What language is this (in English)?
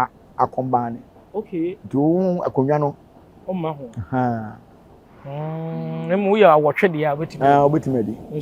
Akan